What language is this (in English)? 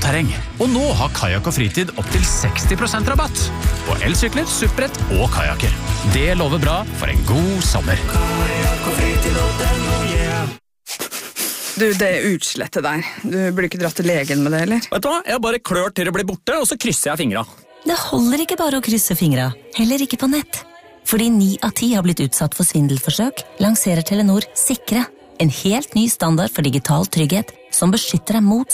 Norwegian